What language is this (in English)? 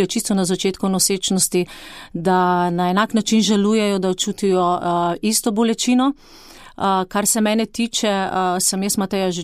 Slovenian